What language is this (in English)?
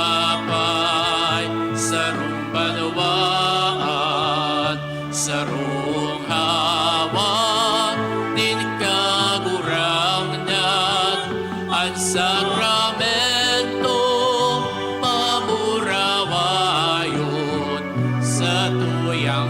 Bikol